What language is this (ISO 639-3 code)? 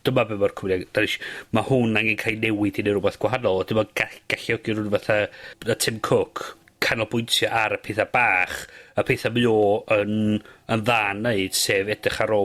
cym